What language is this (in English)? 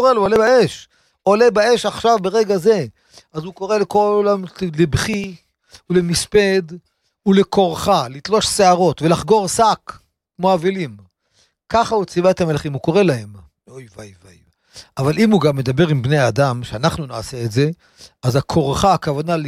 Hebrew